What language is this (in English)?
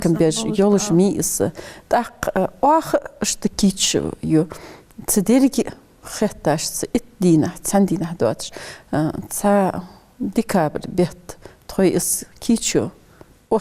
Ingush